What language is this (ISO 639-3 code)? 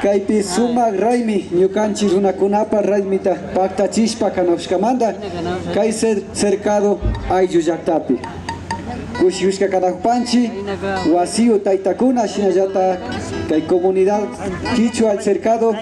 qvi